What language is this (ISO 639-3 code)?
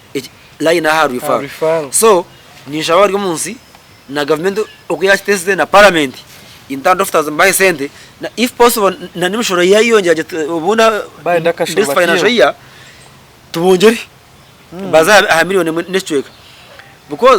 nyn